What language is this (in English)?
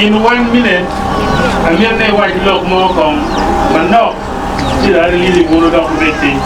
Acoli